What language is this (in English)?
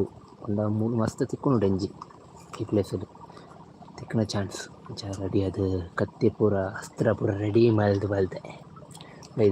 Tulu